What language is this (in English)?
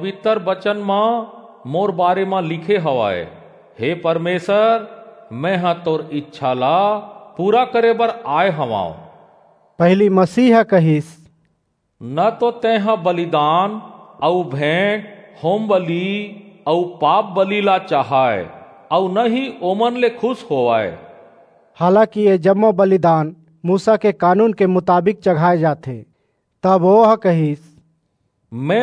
Chhattisgarhi